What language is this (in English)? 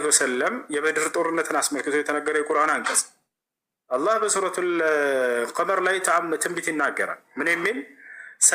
Amharic